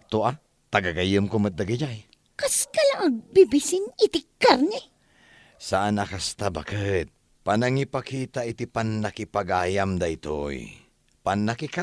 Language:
Iloko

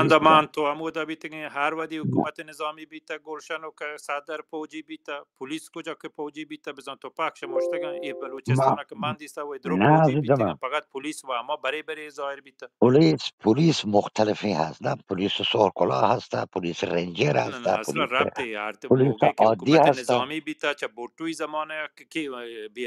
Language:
Baluchi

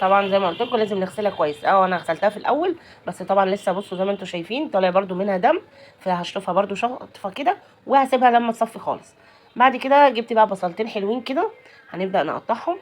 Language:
Egyptian Arabic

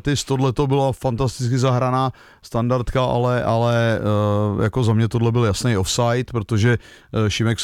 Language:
Czech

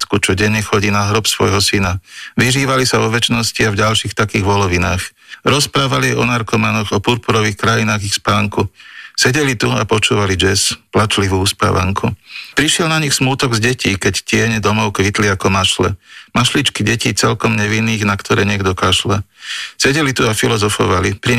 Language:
Slovak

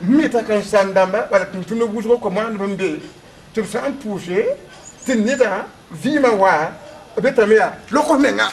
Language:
Mossi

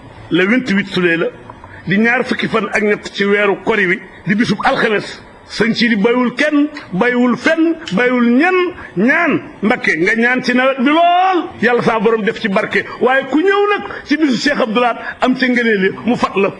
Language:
Wolof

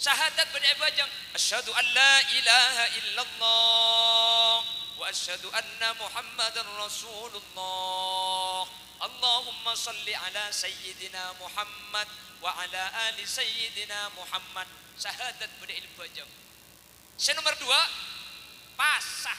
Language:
Madurese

